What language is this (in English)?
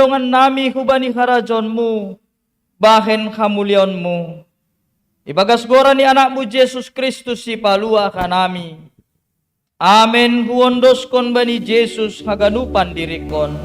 Batak Simalungun